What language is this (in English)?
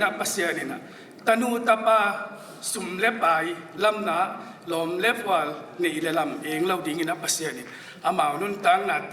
Tedim Chin